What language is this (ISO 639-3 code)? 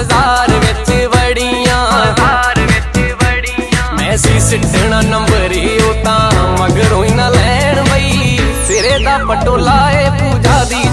pan